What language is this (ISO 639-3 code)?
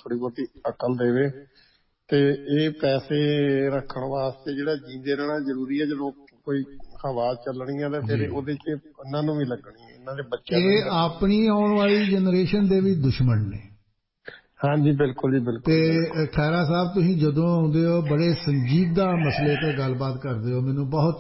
pan